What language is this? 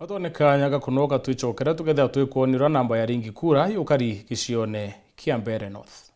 Meru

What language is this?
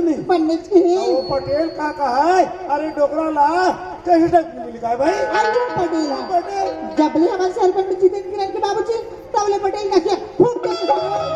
Chhattisgarhi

